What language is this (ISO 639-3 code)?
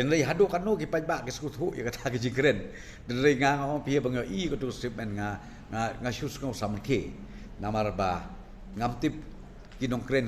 kha